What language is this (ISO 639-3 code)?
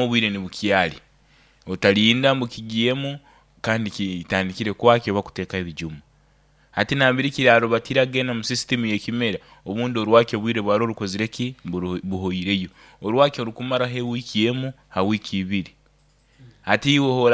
nyo